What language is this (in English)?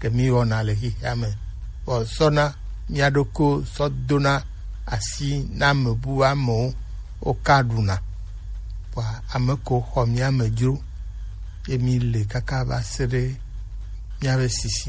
Gen